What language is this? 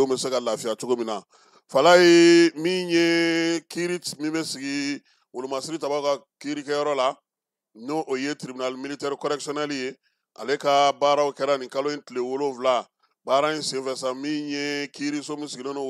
Bambara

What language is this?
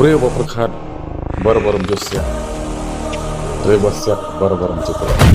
Khasi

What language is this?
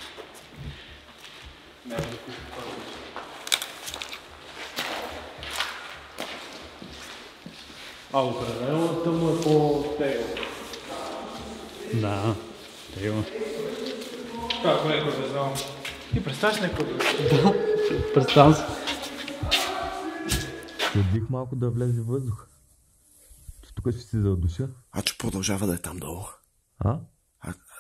Bulgarian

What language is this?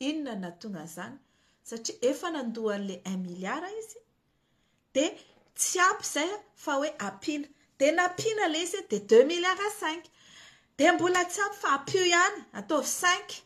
Malagasy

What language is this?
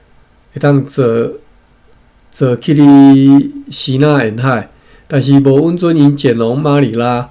Min Nan Chinese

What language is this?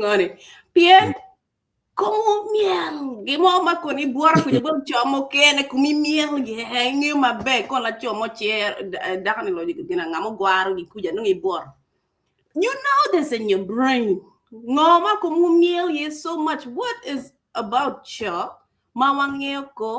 Acoli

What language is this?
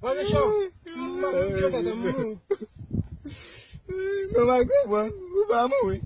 Haitian Creole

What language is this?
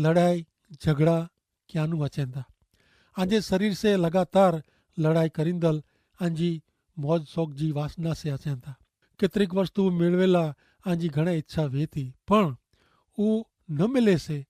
Kachhi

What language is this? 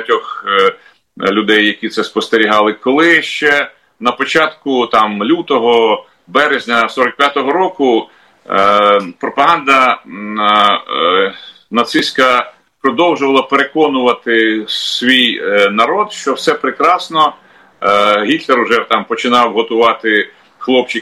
Ukrainian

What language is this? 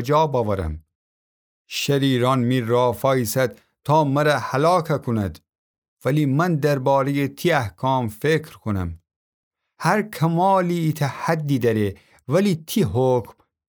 Gilaki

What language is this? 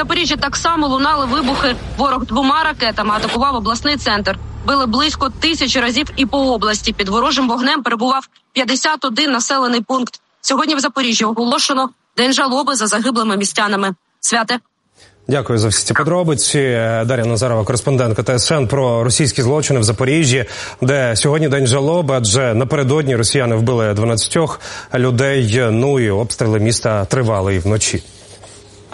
Ukrainian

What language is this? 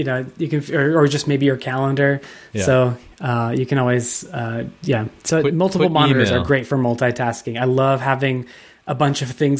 English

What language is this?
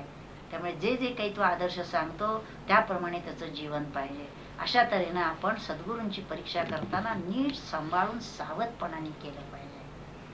Marathi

